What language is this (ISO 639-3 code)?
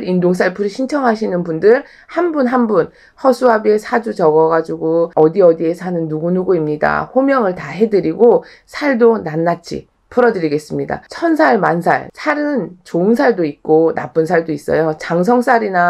kor